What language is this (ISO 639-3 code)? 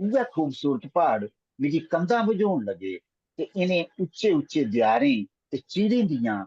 doi